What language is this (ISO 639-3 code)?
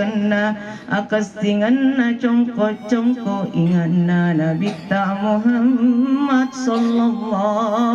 bug